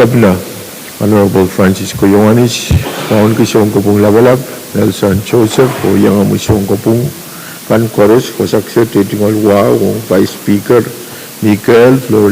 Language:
Pohnpeian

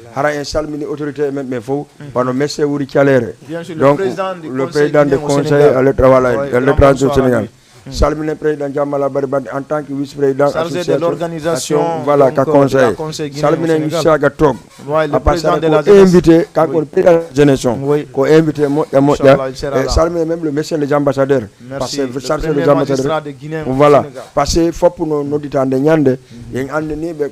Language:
Fula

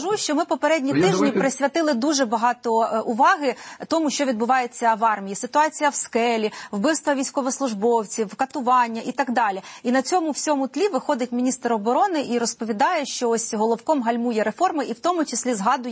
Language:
Ukrainian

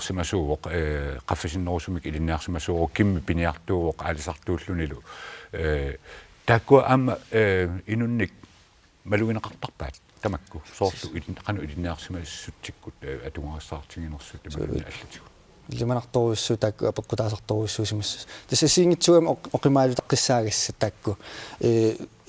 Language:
Kalaallisut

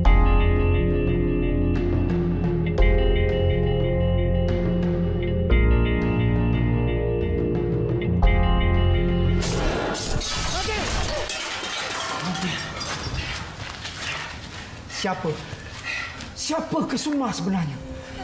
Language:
Malay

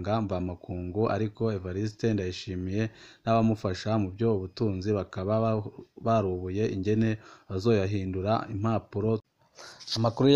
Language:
Rundi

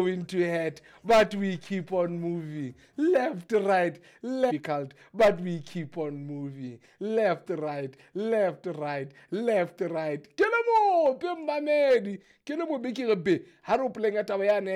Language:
Southern Sotho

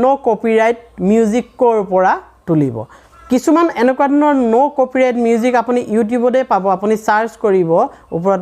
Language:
Assamese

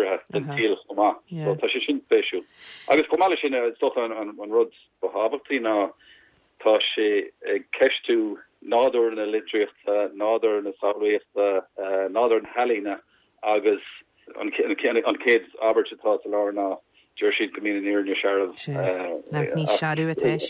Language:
Irish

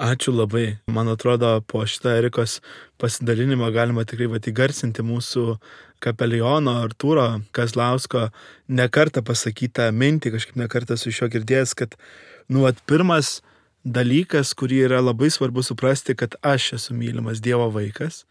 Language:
Lithuanian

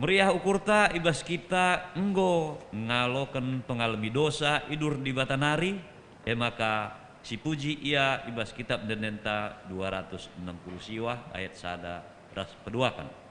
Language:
Batak Karo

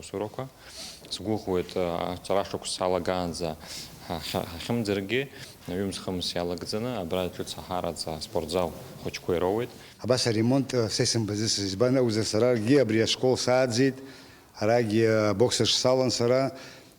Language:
Abkhazian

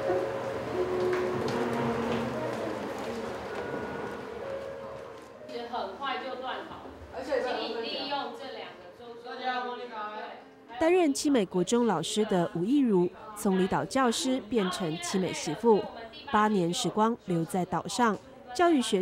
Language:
Chinese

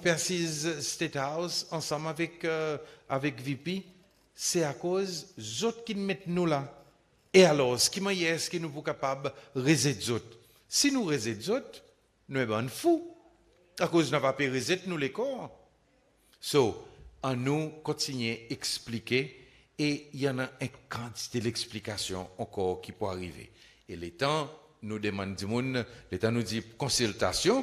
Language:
Seselwa Creole French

